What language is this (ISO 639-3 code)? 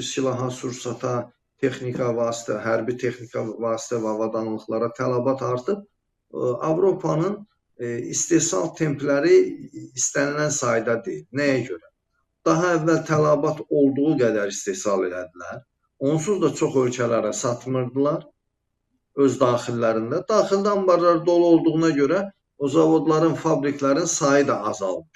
aze